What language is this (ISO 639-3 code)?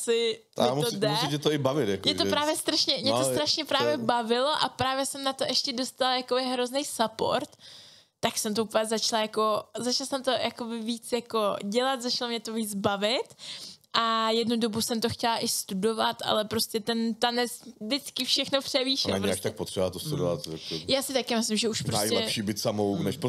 ces